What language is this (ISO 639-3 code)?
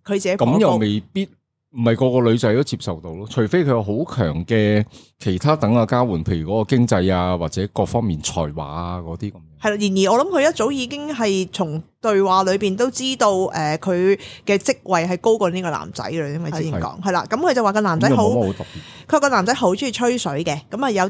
yue